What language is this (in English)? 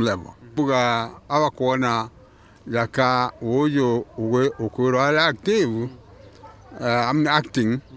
Meru